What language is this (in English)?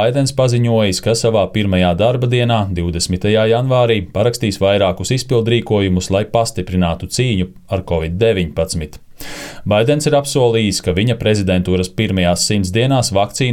Latvian